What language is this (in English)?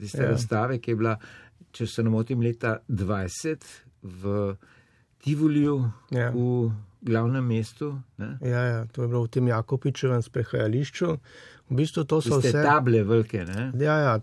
Slovenian